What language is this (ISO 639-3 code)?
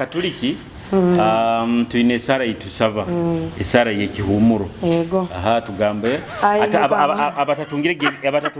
nyo